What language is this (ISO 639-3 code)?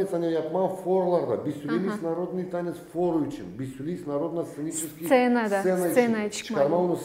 gag